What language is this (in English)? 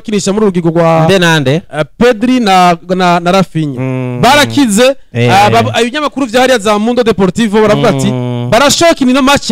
Rundi